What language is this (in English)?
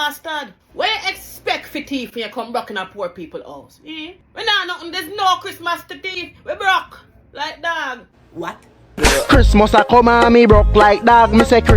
Jamaican Creole English